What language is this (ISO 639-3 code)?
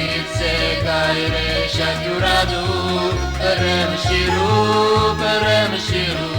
chv